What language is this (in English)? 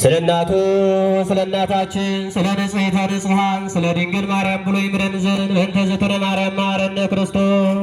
Amharic